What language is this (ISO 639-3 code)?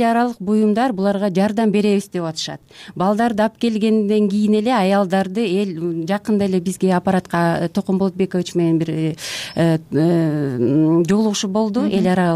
kir